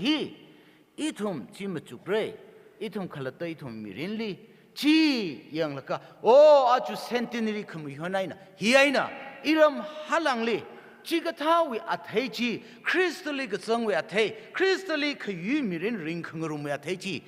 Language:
Tangkhul Naga (India)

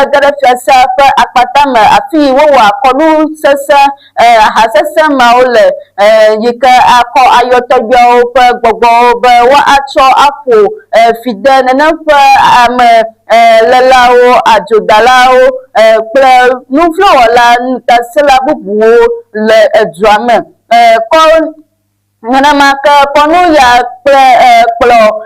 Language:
Ewe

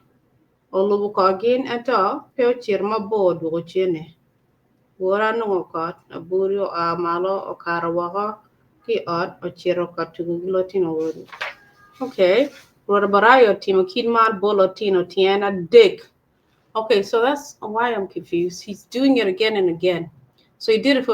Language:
Acoli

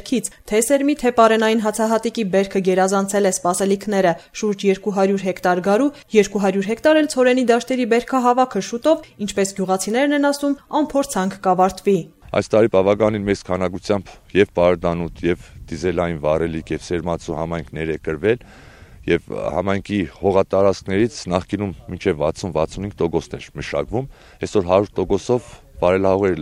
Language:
Armenian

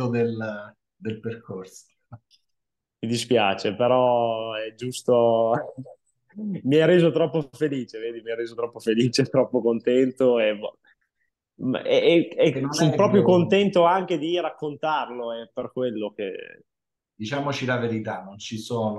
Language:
Italian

